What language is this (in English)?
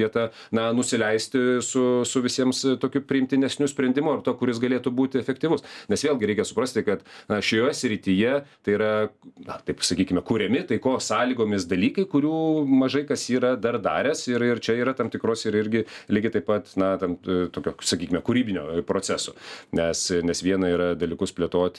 Lithuanian